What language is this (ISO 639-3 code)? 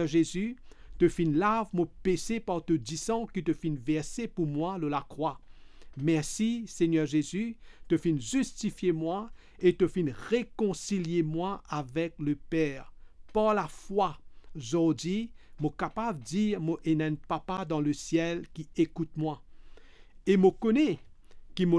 mfe